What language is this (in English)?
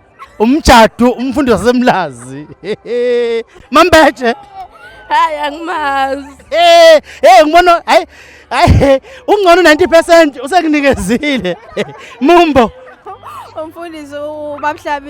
Zulu